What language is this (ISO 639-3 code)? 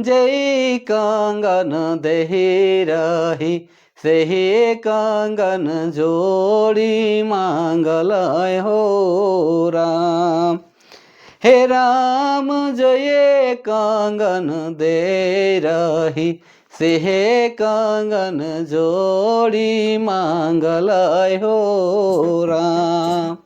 sck